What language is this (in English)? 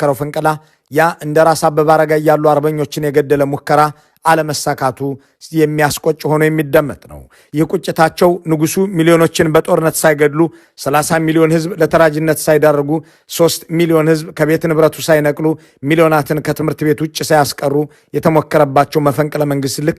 Amharic